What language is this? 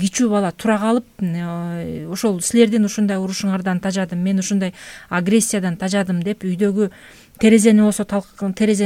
Kyrgyz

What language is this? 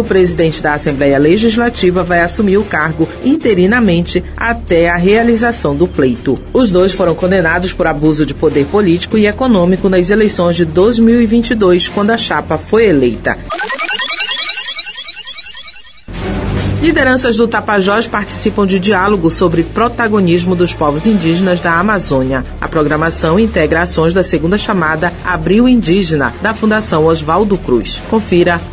Portuguese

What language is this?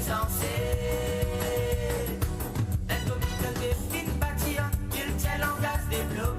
Morisyen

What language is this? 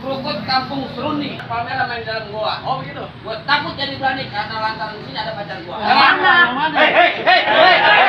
Betawi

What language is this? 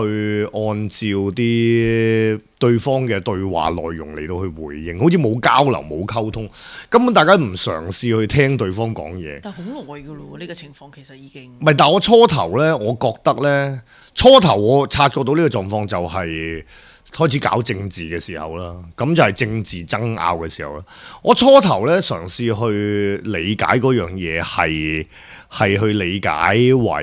Cantonese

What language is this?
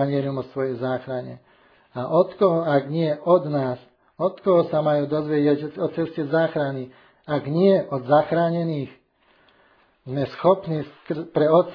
Slovak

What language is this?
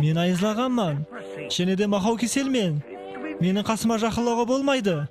Kara-Kalpak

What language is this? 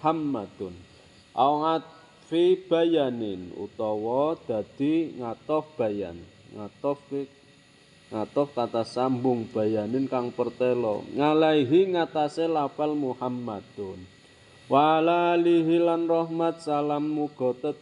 Javanese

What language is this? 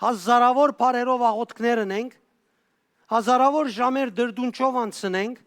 Western Armenian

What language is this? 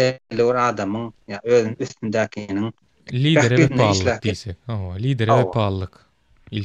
Turkmen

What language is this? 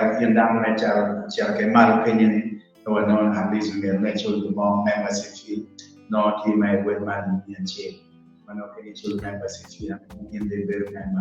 Acoli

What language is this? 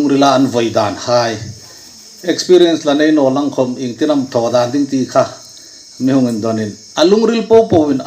Hmar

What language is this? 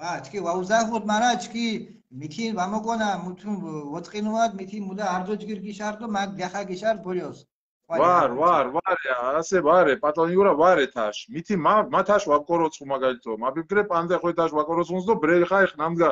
Mingrelian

